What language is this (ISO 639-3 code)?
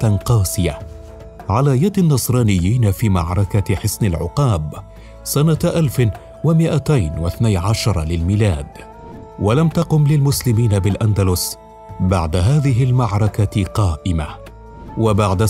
ara